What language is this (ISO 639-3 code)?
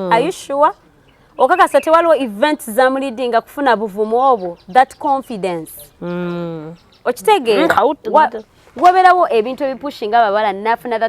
lug